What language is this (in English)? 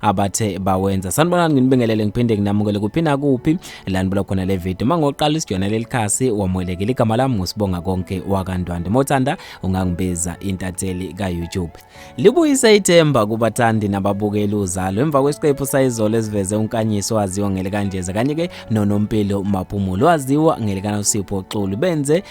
Zulu